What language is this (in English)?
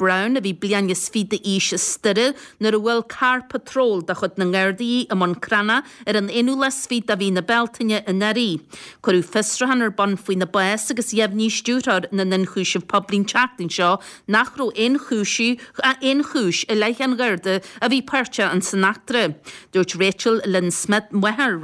Irish